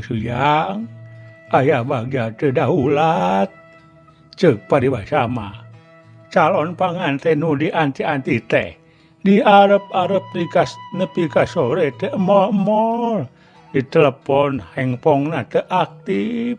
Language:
Sundanese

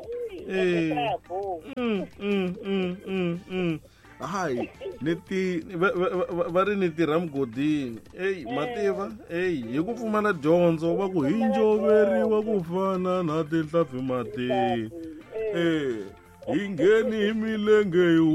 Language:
Tsonga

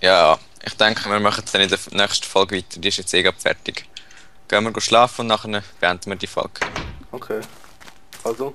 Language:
Swiss German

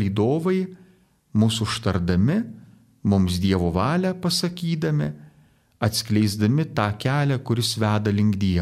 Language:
Lithuanian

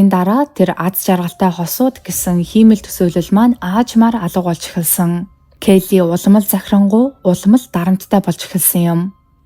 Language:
Mongolian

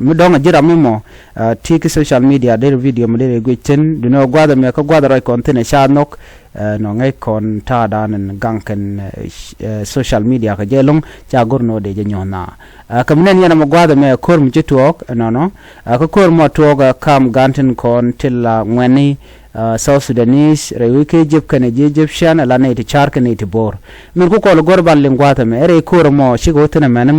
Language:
Nuer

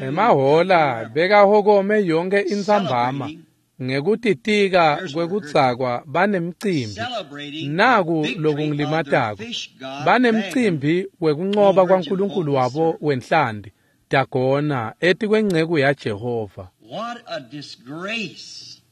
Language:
Swati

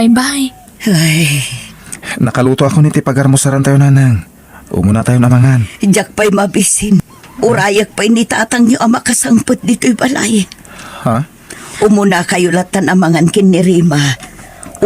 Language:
Iloko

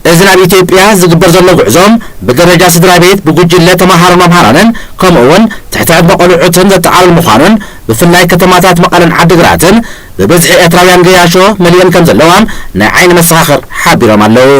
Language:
Tigrinya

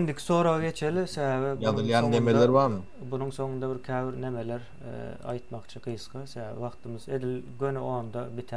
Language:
Turkmen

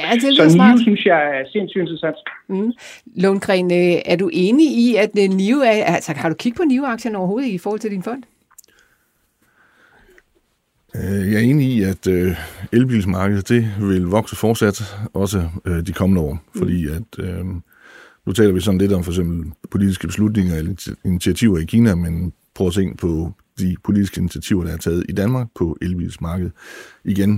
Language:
Danish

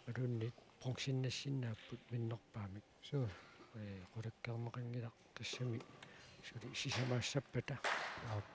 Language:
Kalaallisut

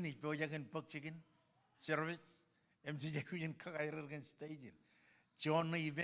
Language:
Marshallese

